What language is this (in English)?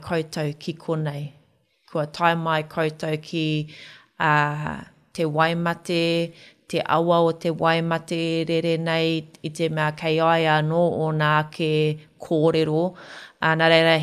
Māori